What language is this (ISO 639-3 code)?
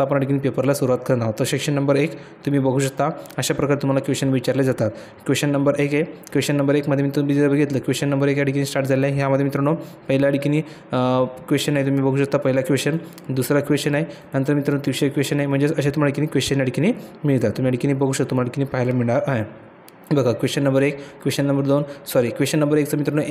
mar